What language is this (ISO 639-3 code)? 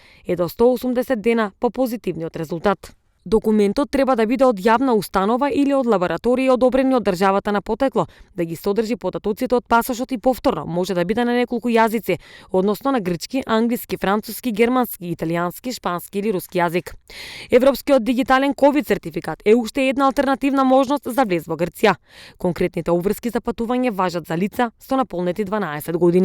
mkd